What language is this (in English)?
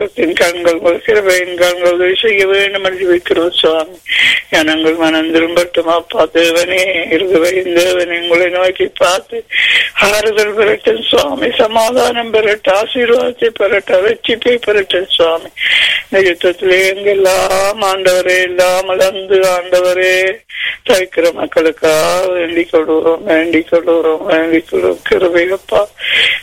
Tamil